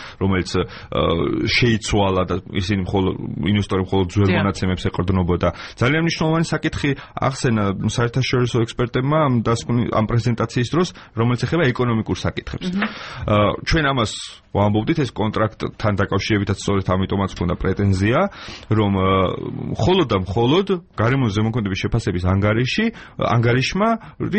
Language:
Georgian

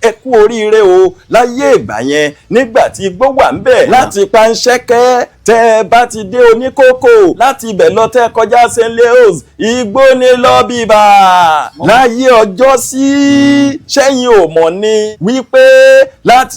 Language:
Yoruba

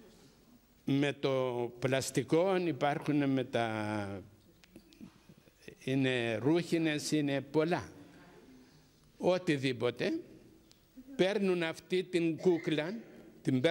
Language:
Greek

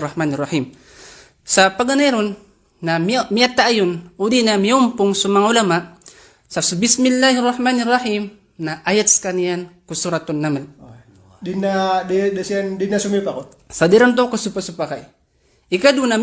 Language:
Maranao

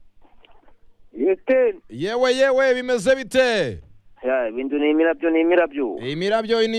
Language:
Kinyarwanda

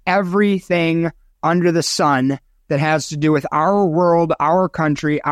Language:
English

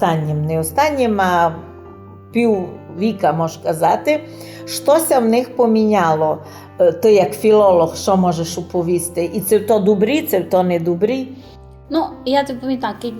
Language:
Rusyn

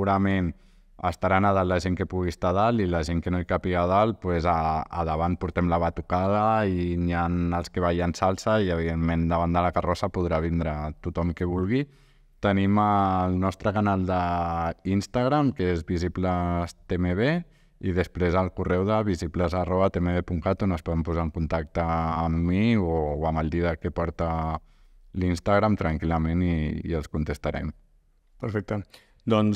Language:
Catalan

